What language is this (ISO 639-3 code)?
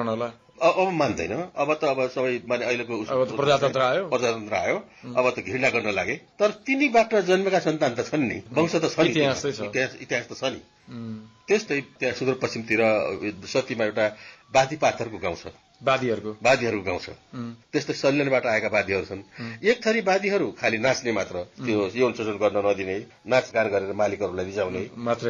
nep